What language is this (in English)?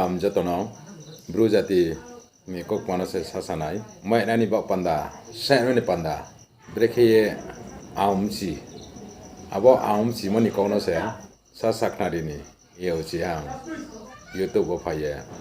Riang (India)